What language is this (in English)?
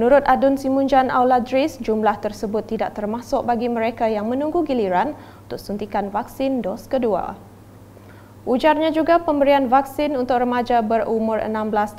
Malay